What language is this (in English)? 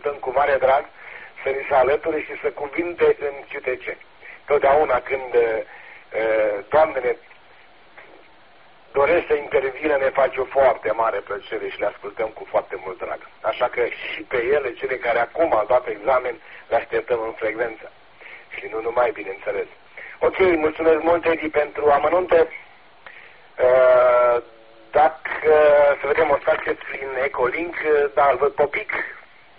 Romanian